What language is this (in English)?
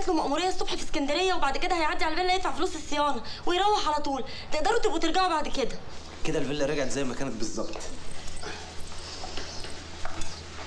Egyptian Arabic